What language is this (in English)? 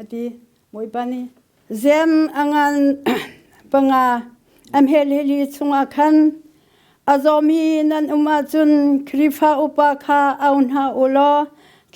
Hakha Chin